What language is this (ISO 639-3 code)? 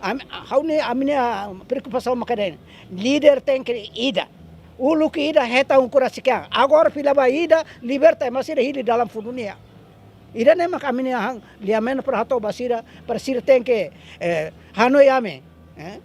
tet